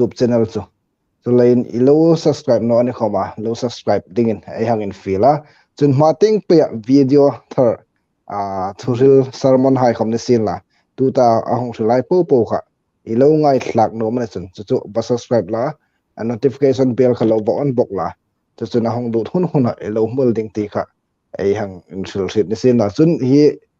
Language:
Hmar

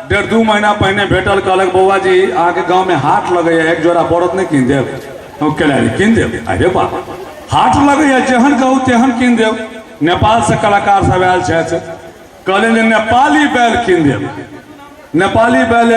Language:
Maithili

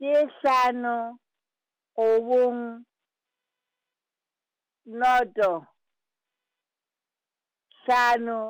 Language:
Southern Sotho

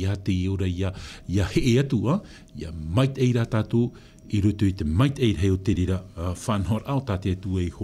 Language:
Tahitian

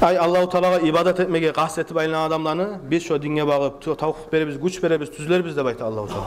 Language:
Kumyk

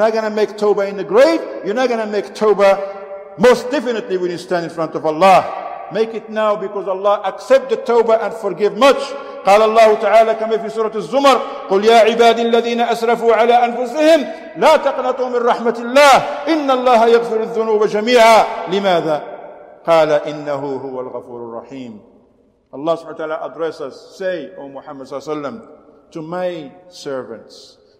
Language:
English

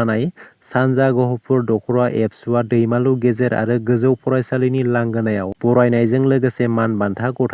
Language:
Bodo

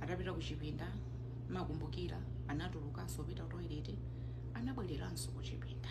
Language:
Nyanja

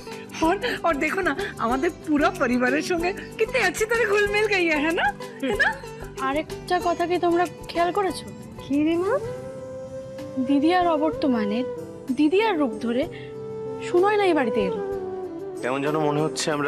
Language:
Bangla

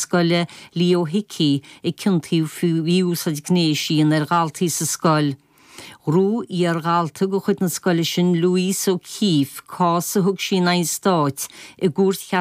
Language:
Irish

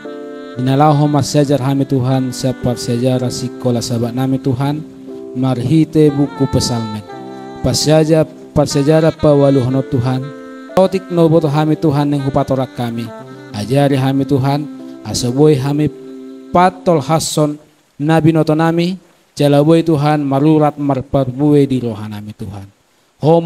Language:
Batak Toba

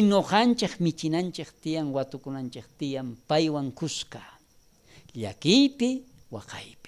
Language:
South Bolivian Quechua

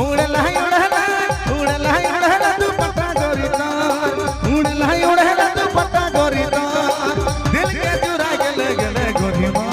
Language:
Sadri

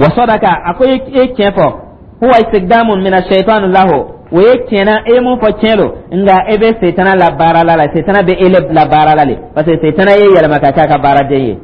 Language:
Dyula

